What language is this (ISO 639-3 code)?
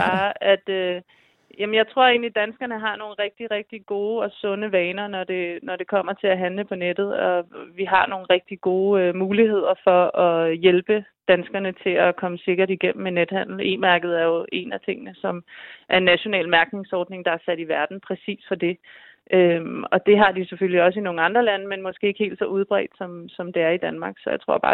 dan